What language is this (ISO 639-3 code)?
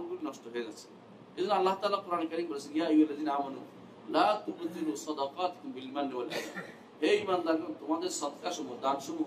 ben